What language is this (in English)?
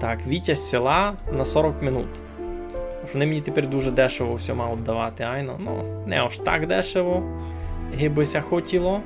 Rusyn